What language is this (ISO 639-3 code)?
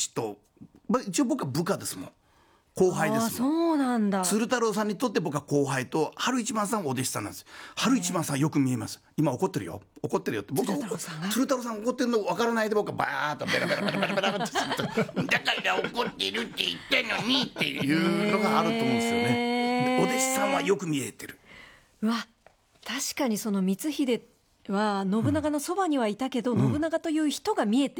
jpn